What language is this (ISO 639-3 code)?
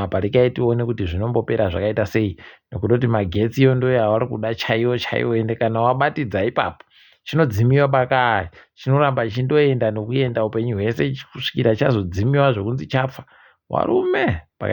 ndc